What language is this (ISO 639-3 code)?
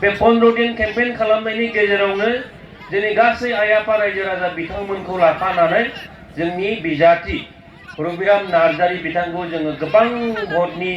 brx